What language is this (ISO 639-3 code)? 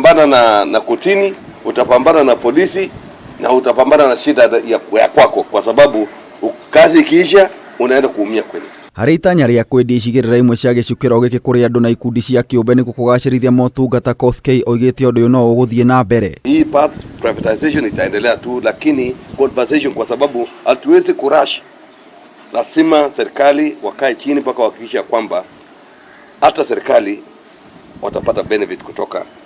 kik